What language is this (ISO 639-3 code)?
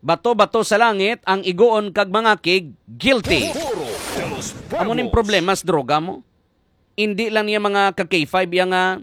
hil